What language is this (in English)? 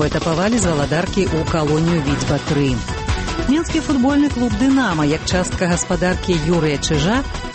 Belarusian